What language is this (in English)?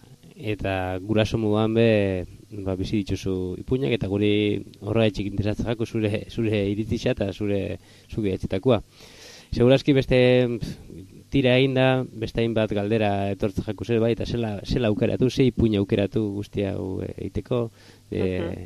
Basque